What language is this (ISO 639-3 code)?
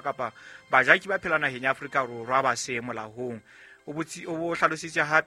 sot